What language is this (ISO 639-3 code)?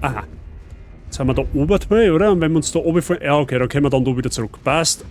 bar